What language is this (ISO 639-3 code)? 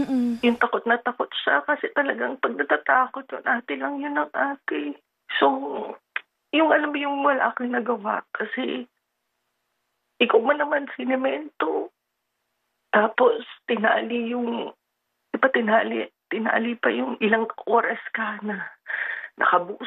fil